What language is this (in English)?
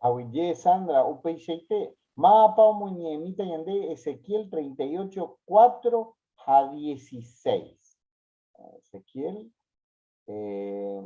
Guarani